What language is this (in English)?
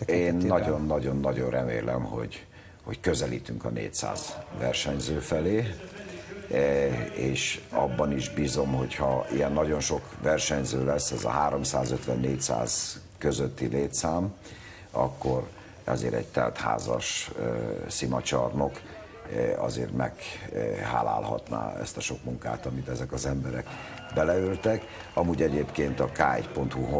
Hungarian